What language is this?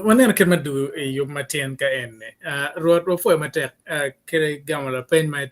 Acoli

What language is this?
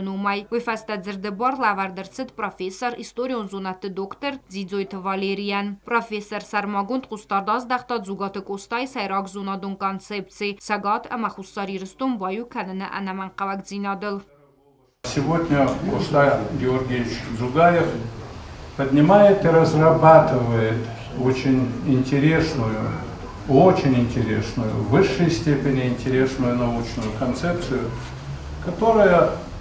Ossetic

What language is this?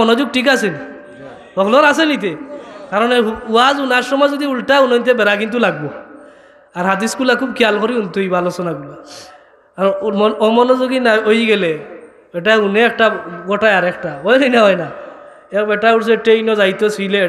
Sylheti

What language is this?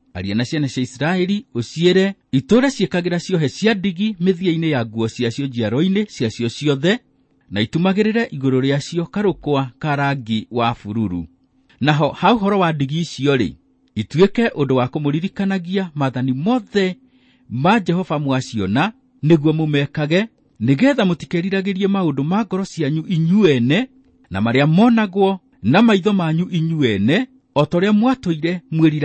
Kikuyu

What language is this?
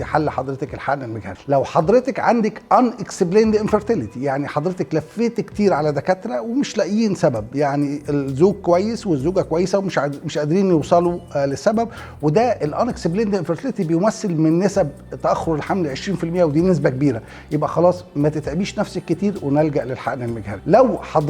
Egyptian Arabic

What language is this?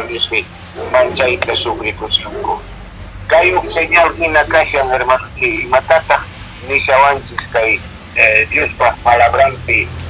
Quechua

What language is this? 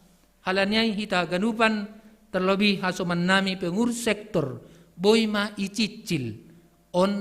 Batak Simalungun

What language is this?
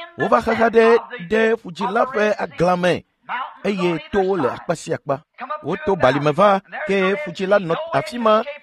Ewe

